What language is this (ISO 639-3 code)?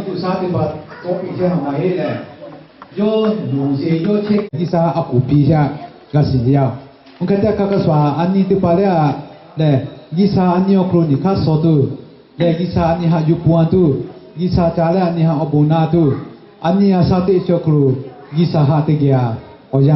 lhu